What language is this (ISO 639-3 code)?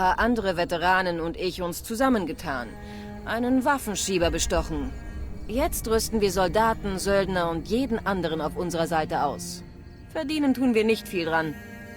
bar